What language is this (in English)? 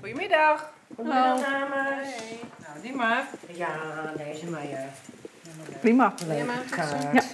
Western Frisian